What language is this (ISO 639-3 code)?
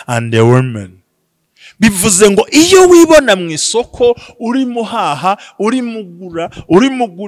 kin